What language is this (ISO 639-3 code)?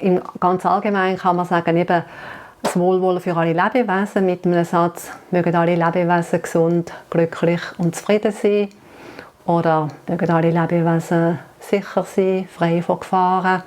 gsw